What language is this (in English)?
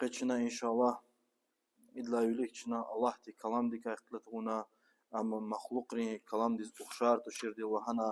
Lezghian